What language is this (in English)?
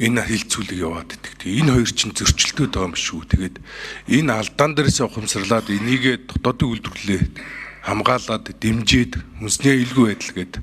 Mongolian